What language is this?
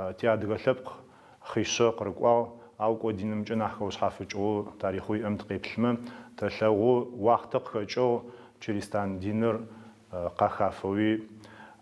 Adyghe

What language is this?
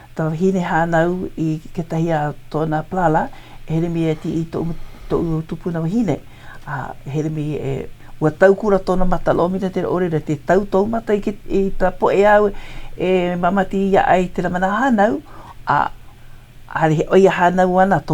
Hawaiian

